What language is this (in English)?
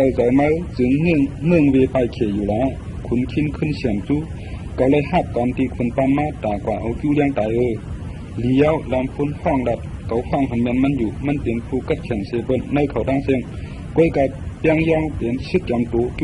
Shan